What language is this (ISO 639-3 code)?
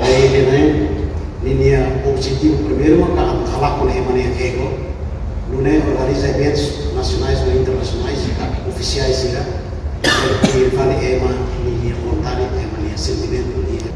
tet